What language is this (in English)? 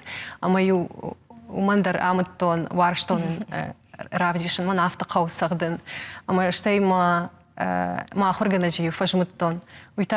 Ossetic